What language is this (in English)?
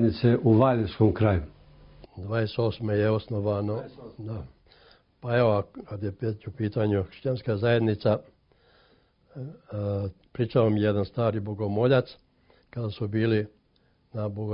Serbian